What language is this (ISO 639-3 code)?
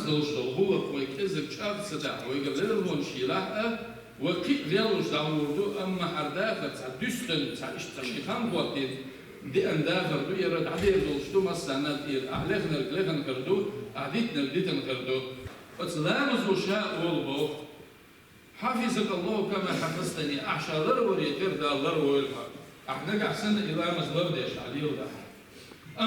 che